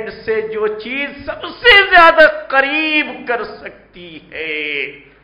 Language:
Urdu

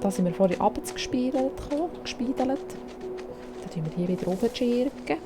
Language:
Swiss German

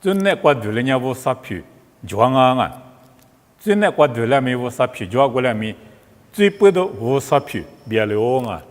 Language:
Lisu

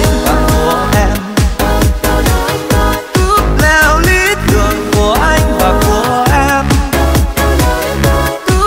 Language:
Vietnamese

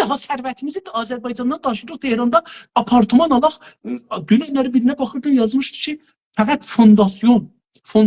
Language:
South Azerbaijani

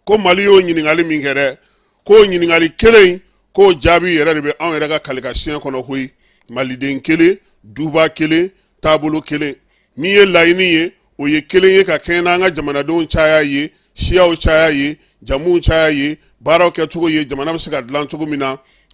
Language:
Bambara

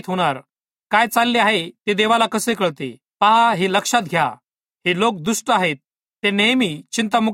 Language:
Marathi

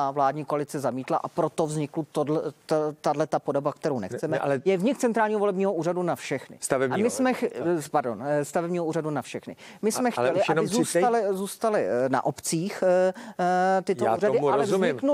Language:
Czech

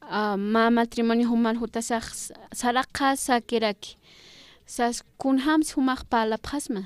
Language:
Aymara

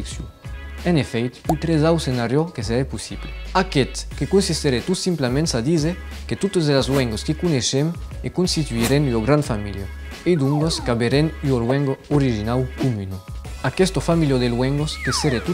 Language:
Occitan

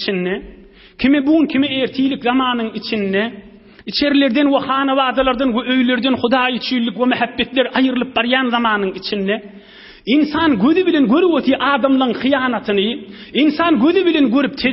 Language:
Turkmen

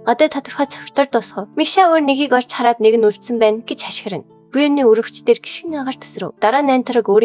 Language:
Mongolian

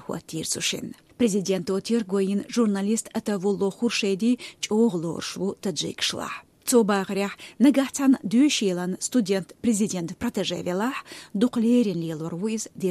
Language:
Chechen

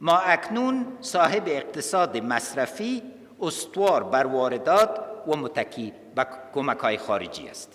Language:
Pashto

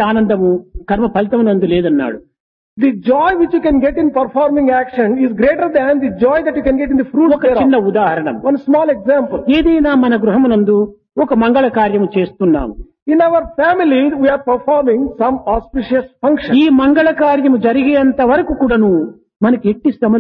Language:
Telugu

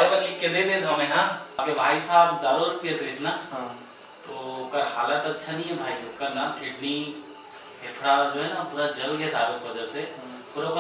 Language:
Chhattisgarhi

